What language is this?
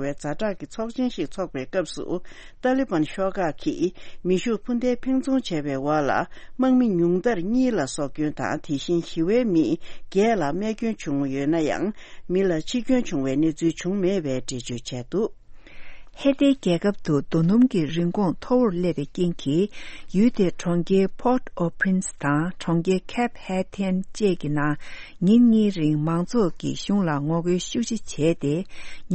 Tibetan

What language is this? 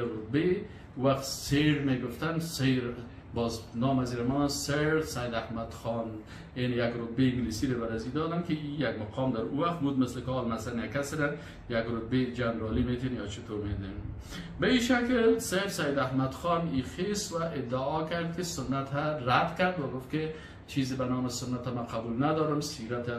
Persian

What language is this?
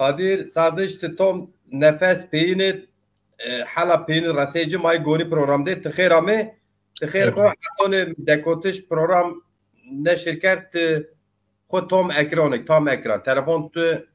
Zaza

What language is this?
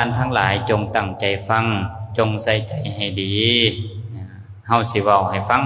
Lao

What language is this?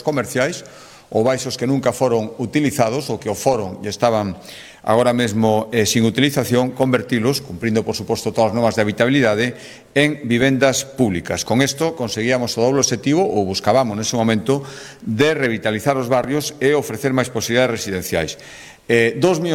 Galician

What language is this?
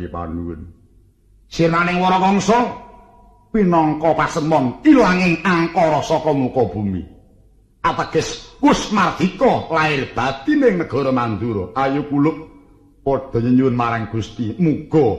Javanese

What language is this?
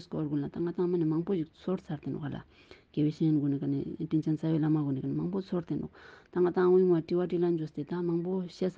Ladakhi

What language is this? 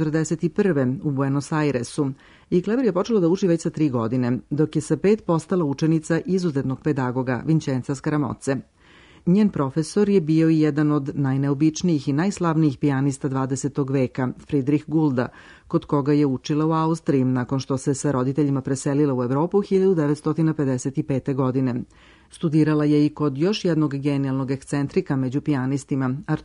Serbian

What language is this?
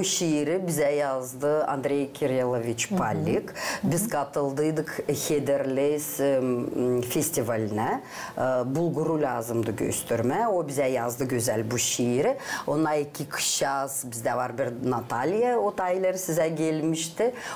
Gagauz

